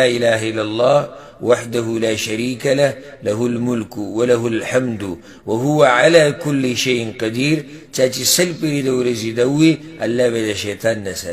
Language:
Pashto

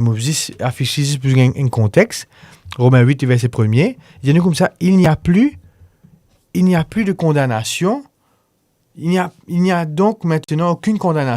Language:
Morisyen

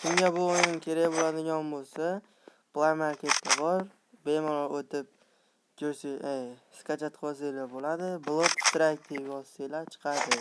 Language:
Uzbek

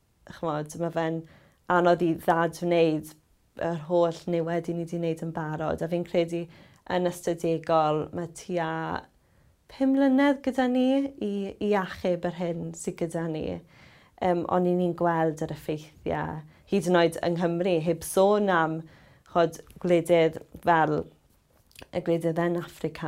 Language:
Welsh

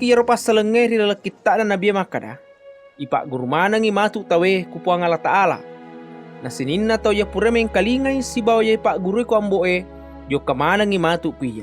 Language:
Buginese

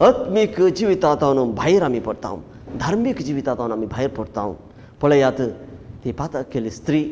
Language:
Konkani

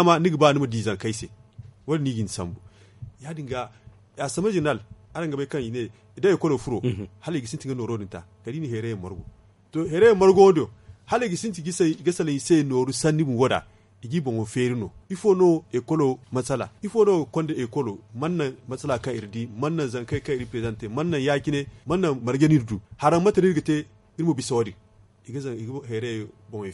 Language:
Zarma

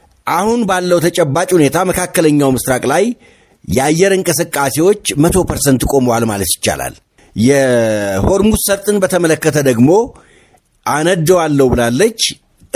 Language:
Amharic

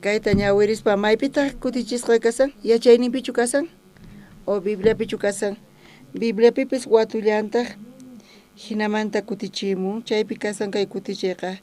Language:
South Bolivian Quechua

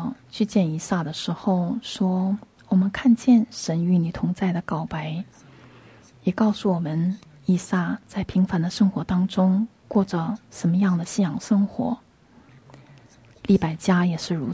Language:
Chinese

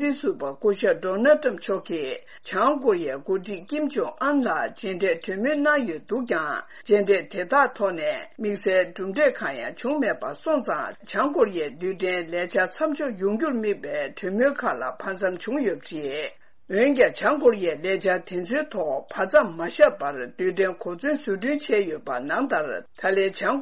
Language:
Tibetan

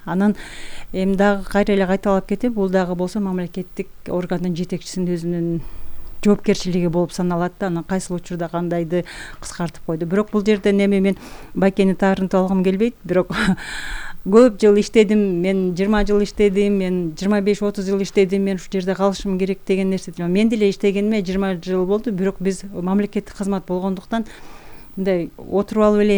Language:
Kyrgyz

